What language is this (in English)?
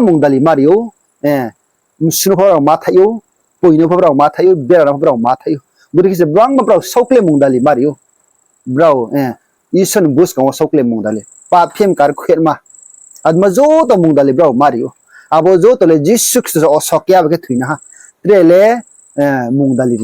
Riang (India)